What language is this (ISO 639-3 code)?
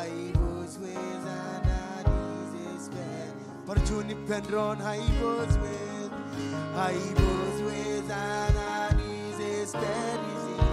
mah